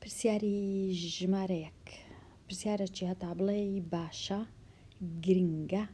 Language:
Central Kurdish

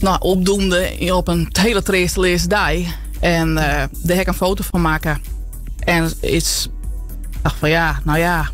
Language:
Western Frisian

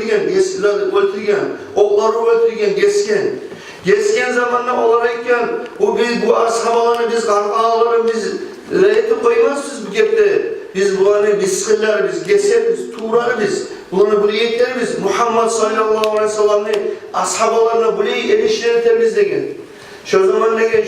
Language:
Kumyk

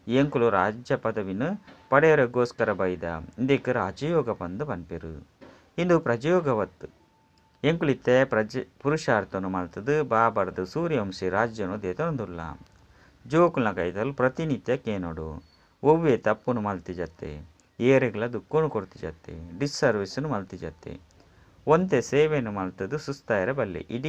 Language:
Tulu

